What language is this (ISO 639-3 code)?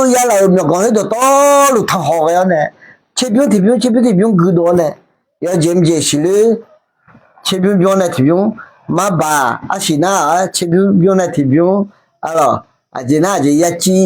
ahk